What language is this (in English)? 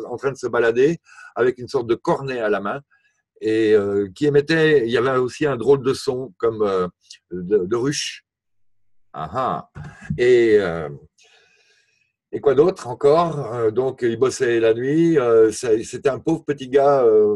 French